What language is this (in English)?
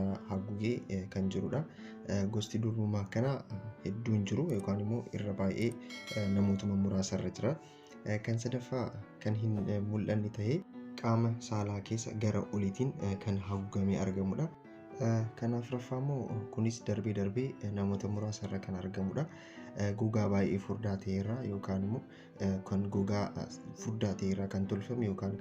Oromo